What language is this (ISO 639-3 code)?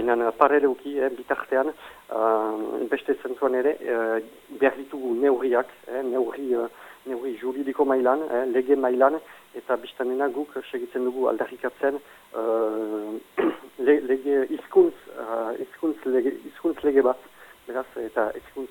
eus